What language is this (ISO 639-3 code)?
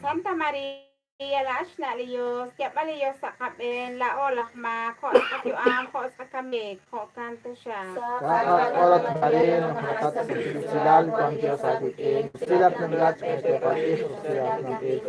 kek